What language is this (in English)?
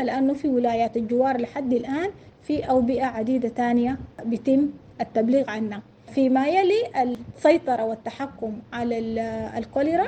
Sudanese Arabic